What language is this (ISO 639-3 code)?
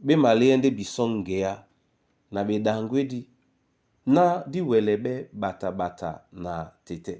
dua